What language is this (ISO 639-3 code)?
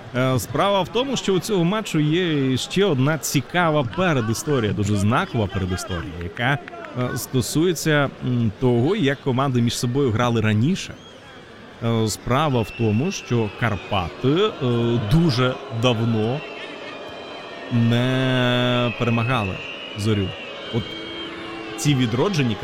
ukr